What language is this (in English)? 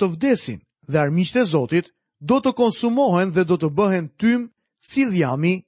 Albanian